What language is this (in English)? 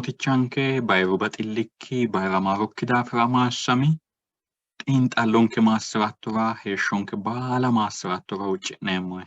Sidamo